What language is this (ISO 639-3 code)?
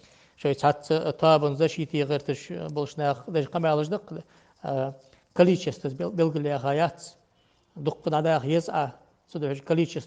inh